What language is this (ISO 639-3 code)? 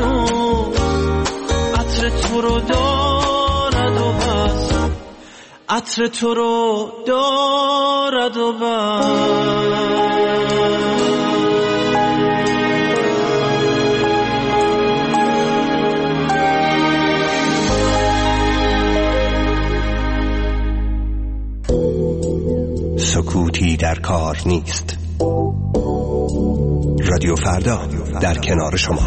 fas